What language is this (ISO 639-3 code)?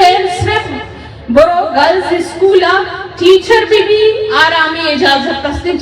bgp